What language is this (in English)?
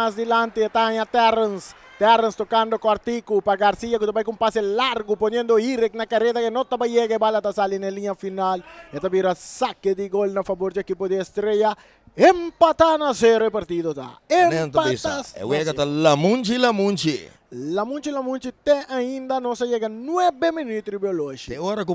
Papiamento